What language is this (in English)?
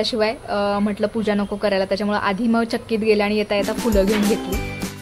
Marathi